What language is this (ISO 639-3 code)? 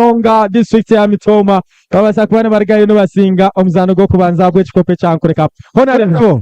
nyn